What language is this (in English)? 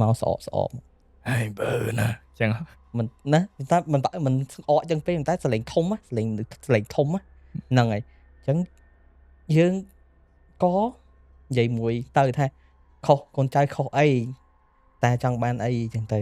Khmer